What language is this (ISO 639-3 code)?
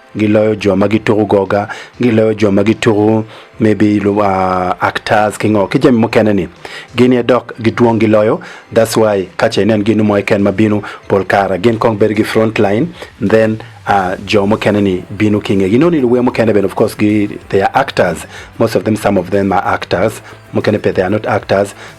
ach